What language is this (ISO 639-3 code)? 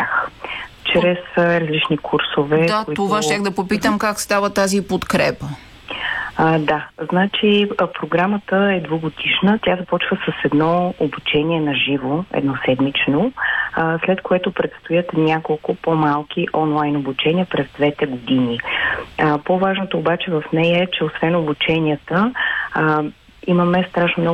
bul